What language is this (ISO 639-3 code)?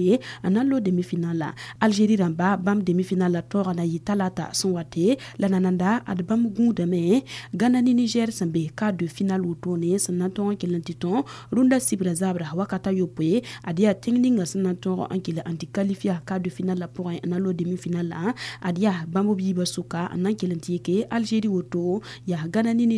mos